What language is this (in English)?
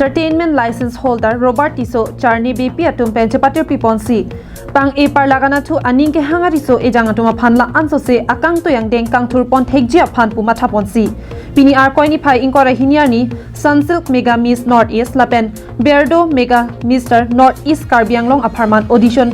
Karbi